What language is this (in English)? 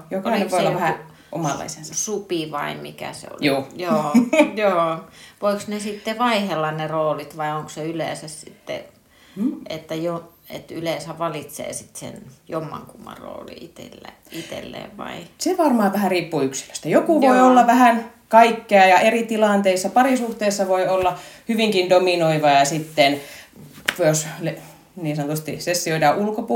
Finnish